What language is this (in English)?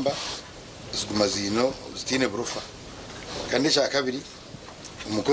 Nyankole